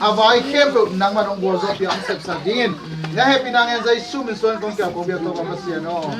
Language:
Tedim Chin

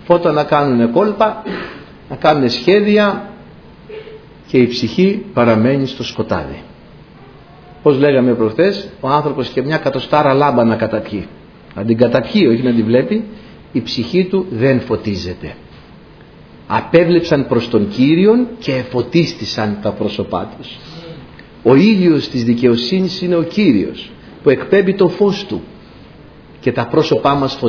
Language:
Greek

